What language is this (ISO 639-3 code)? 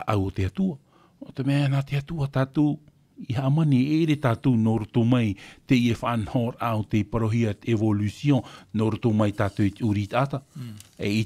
tah